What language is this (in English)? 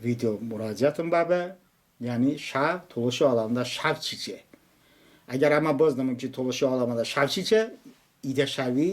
Talysh